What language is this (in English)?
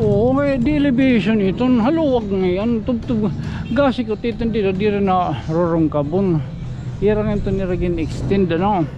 Waray